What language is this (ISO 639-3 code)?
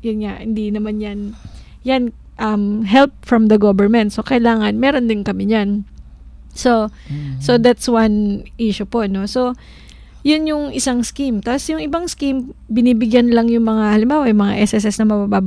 fil